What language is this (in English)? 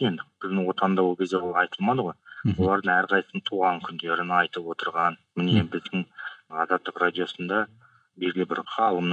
Kazakh